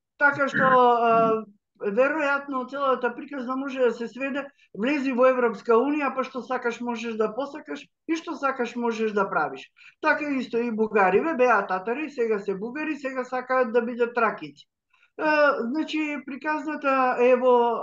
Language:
Macedonian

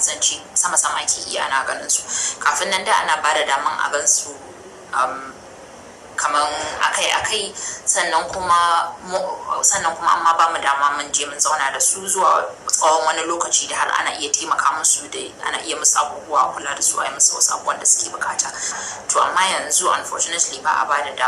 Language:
Hausa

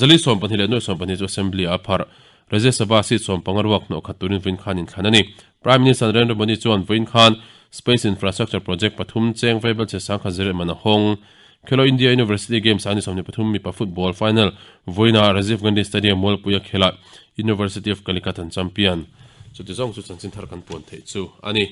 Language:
Mizo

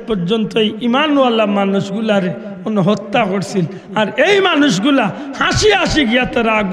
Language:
Sylheti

